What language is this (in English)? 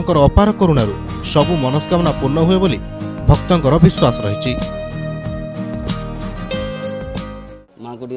Odia